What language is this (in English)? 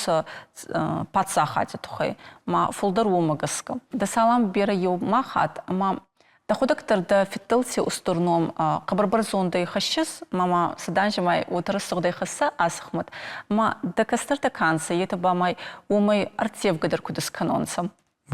Ossetic